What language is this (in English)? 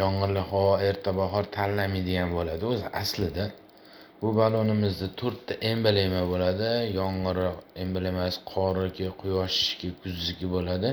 Uzbek